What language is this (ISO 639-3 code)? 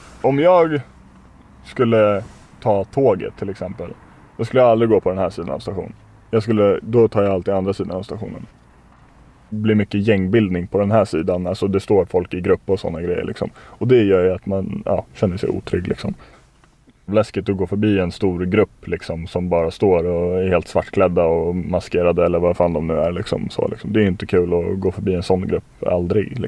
swe